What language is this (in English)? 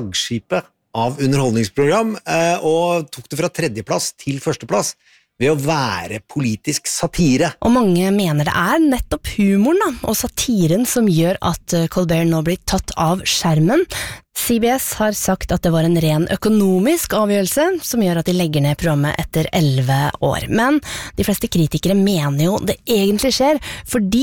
Norwegian